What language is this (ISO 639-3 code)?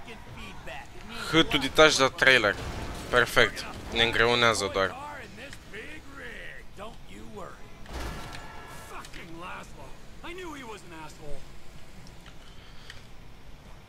ron